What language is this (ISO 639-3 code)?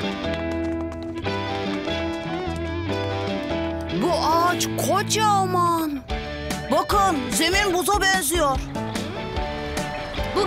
tur